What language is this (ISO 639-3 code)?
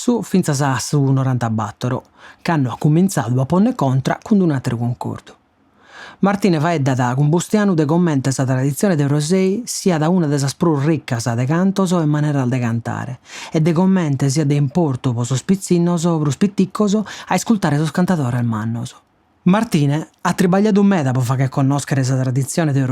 srd